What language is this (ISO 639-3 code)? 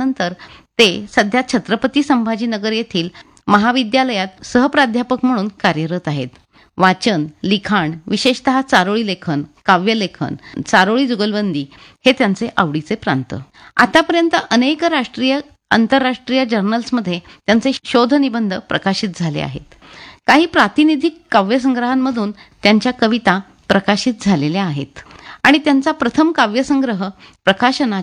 mar